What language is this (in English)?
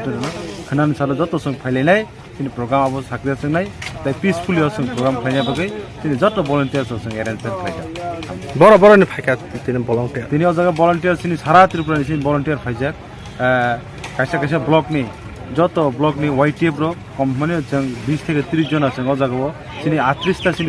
Kok Borok